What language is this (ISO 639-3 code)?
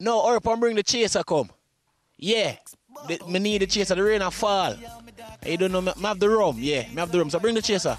jam